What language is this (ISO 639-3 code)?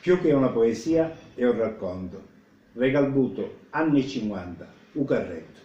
scn